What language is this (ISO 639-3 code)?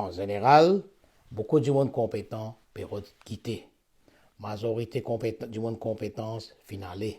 mfe